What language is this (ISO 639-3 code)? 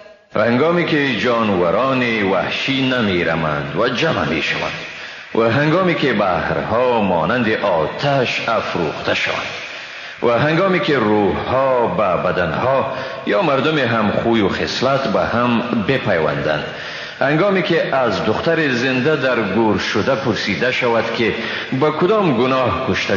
fas